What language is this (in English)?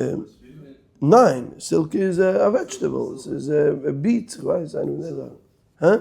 Yiddish